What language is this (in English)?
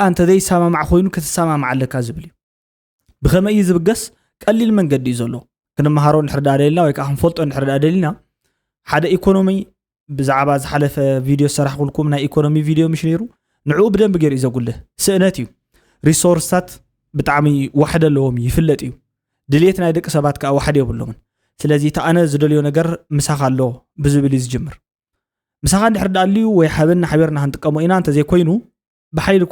Tigrinya